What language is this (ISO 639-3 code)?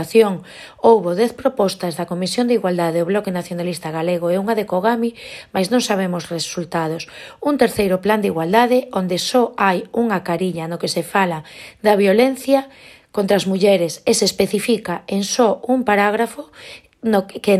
glg